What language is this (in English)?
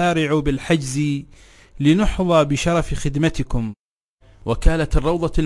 Arabic